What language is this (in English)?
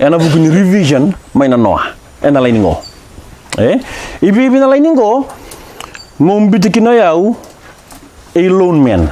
Fijian